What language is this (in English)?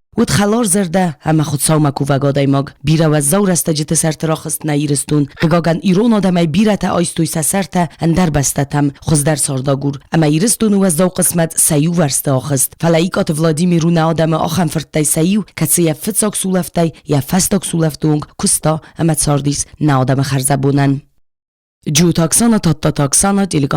Ossetic